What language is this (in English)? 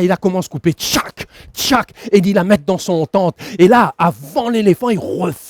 Réunion Creole French